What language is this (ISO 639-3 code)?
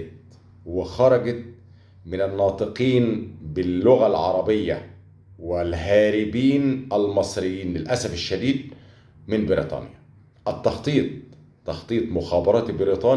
arz